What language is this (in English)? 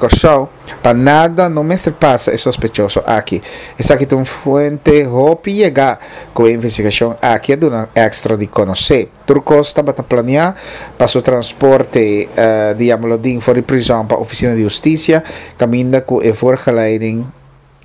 Papiamento